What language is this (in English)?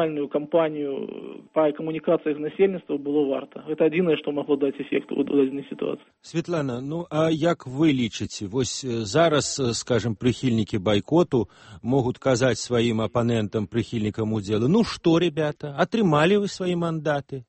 Belarusian